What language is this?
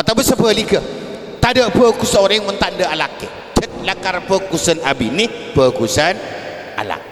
Madurese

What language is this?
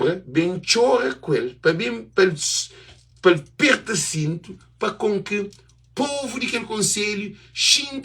Kabuverdianu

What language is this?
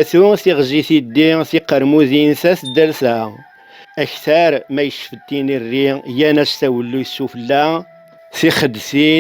Kabyle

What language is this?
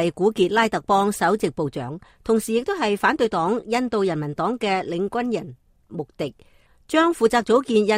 Cantonese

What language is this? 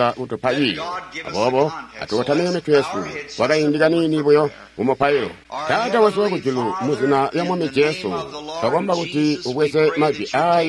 Tonga (Zambia)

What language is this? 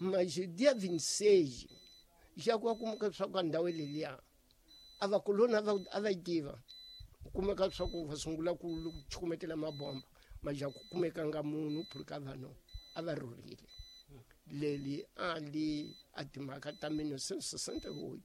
Tsonga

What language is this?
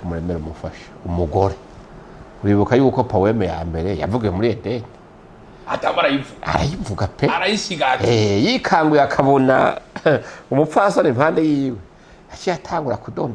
Rundi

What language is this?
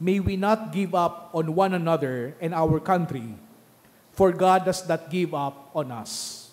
Bikol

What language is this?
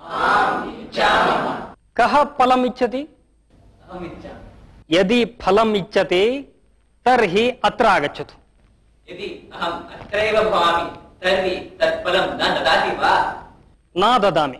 Sanskrit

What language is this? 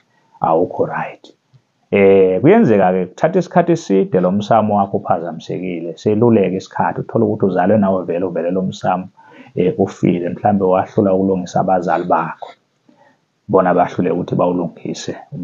Zulu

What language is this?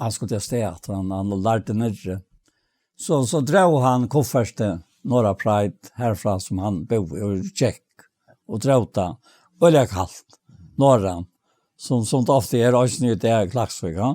Faroese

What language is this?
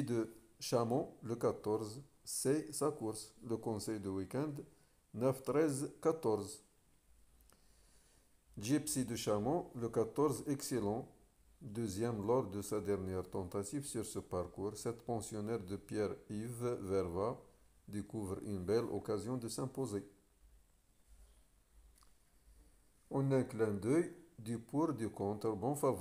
French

